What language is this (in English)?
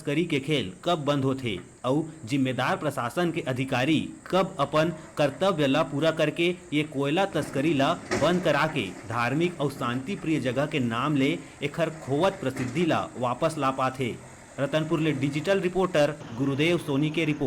Chhattisgarhi